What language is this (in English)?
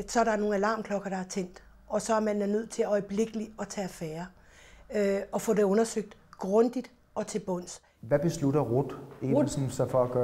Danish